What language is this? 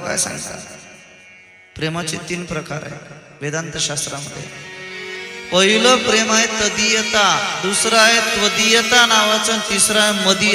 Marathi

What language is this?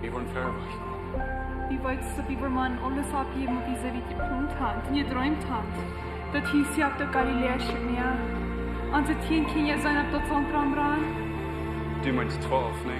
Plautdietsch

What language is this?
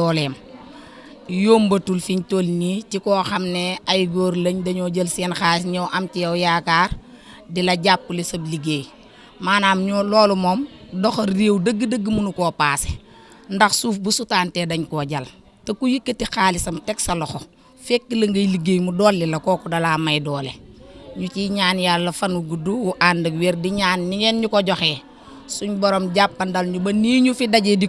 Wolof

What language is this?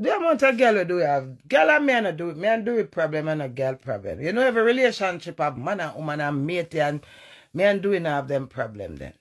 Jamaican Creole English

